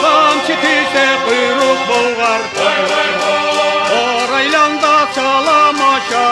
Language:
Karachay-Balkar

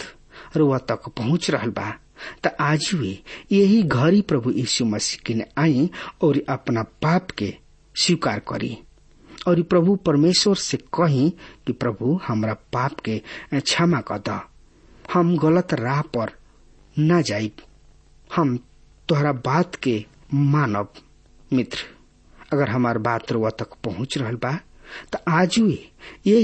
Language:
Bhojpuri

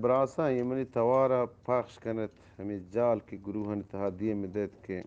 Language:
Eastern Balochi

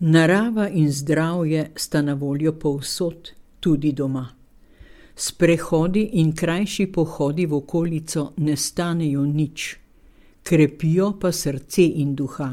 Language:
Slovenian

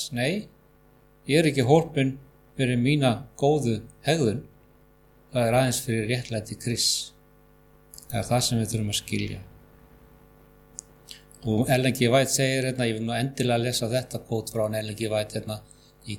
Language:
Icelandic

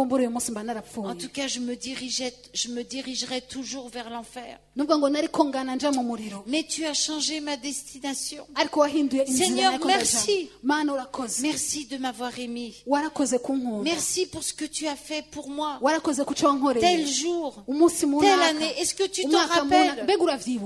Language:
Kinyarwanda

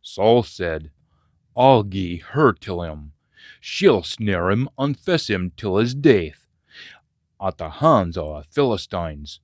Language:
Scots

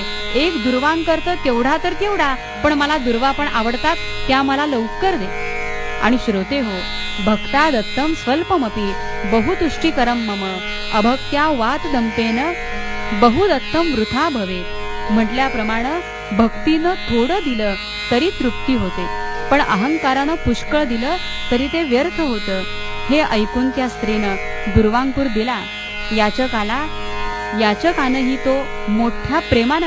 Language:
Marathi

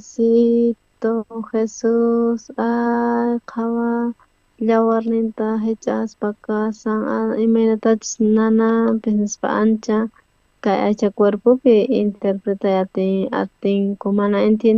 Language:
South Bolivian Quechua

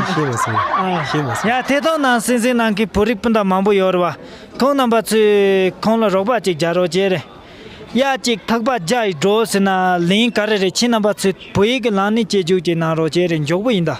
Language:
Tibetan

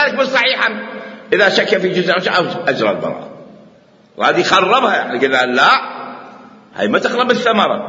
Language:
Mesopotamian Arabic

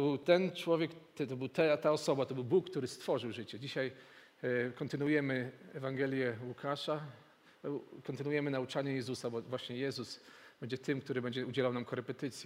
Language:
Polish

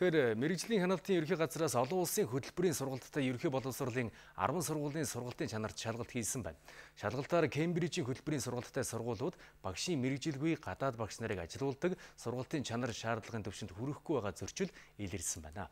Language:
Mongolian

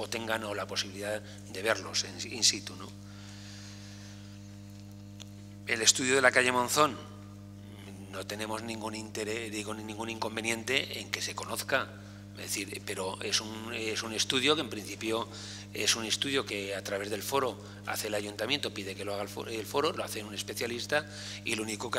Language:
Spanish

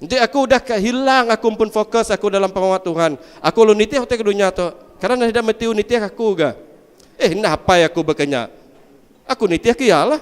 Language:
Iban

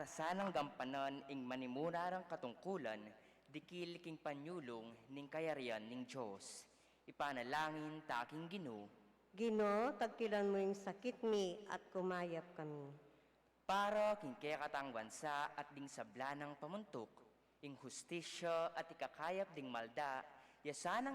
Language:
Pampanga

